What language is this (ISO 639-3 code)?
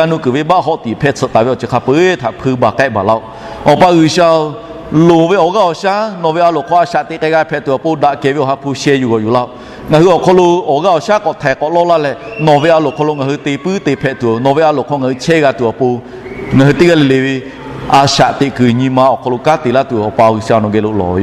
lhu